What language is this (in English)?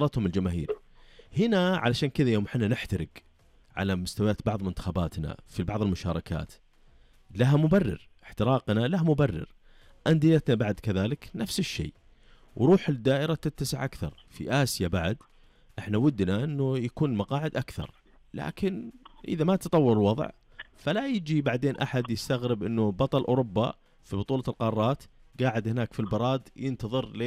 Najdi Arabic